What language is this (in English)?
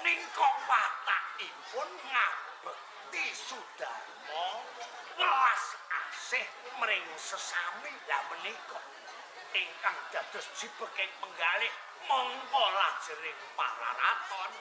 Javanese